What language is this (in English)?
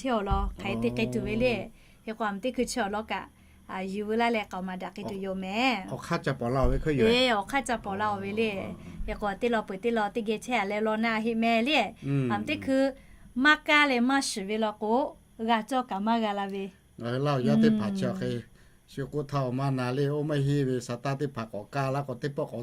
Lahu